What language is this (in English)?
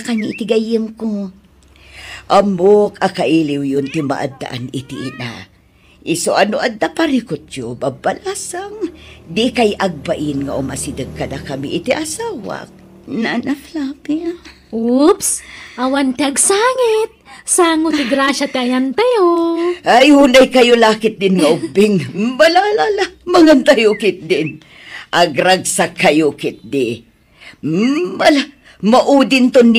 Iloko